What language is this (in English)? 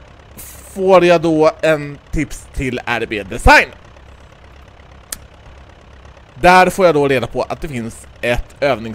Swedish